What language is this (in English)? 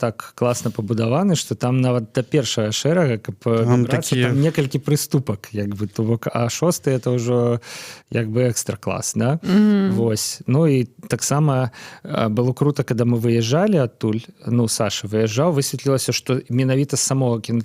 Belarusian